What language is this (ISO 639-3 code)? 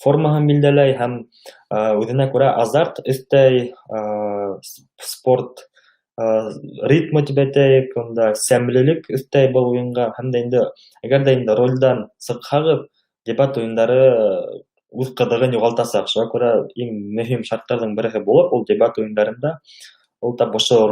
bak